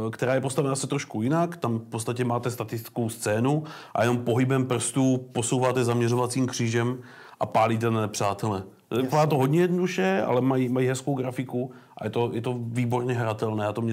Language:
Czech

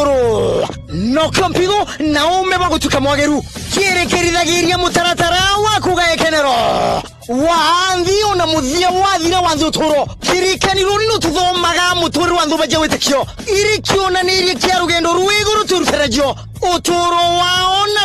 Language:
Meru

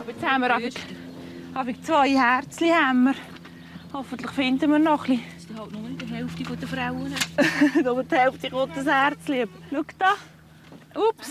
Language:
Swiss German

